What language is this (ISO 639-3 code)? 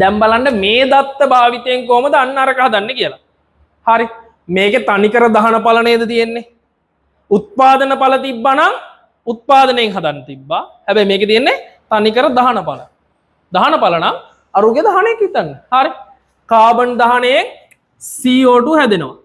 sin